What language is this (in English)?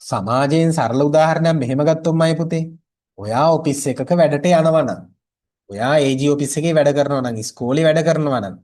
Sinhala